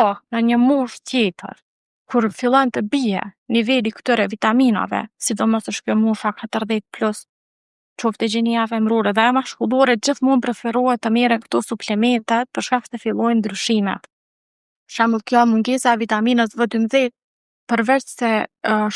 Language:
Albanian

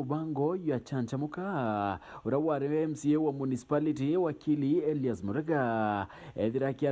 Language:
Meru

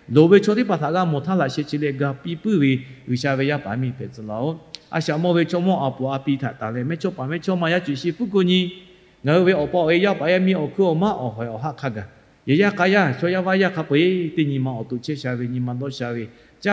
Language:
Lahu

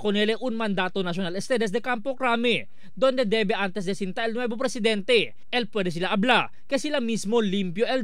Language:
Chavacano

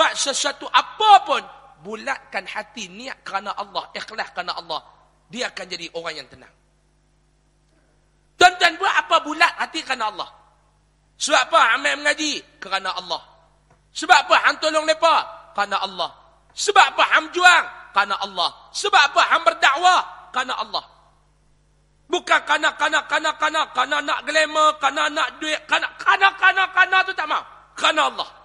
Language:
Malay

